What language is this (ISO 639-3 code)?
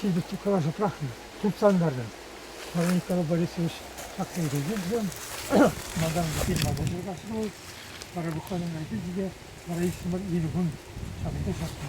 chv